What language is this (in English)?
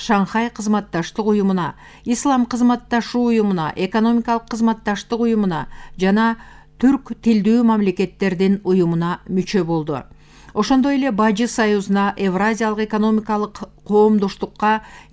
Kyrgyz